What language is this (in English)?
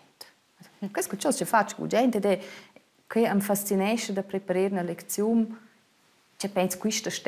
Romansh